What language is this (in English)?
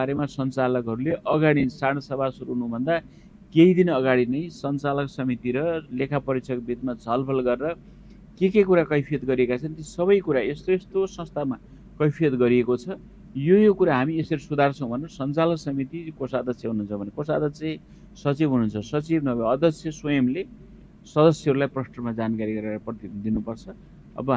Nepali